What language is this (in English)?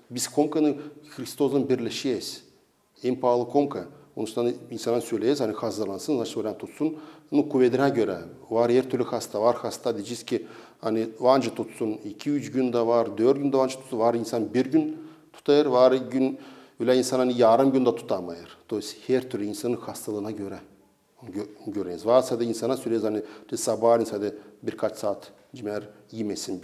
Gagauz